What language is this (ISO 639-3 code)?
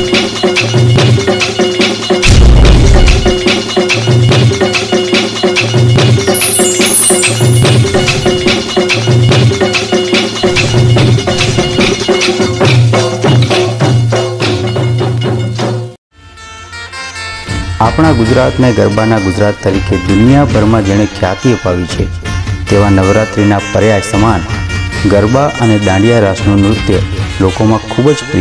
guj